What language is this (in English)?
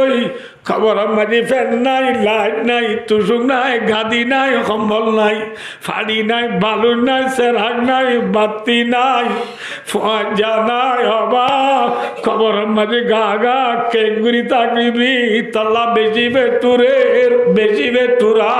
Rohingya